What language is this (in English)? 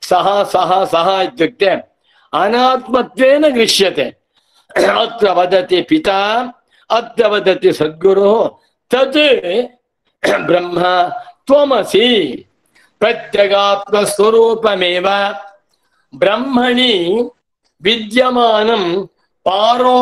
Sanskrit